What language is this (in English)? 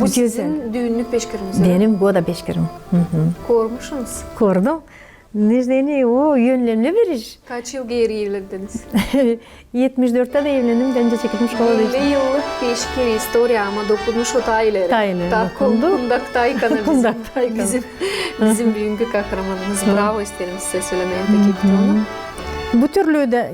Gagauz